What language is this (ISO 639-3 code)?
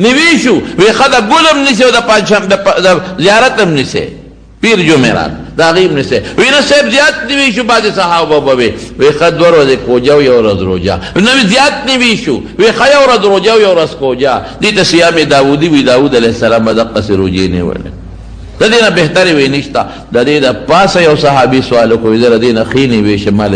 pus